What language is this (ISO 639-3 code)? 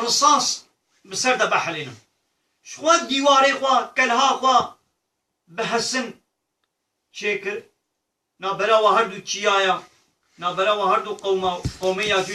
kur